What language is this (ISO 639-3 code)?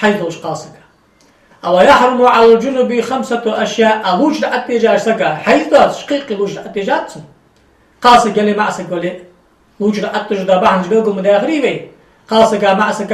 inh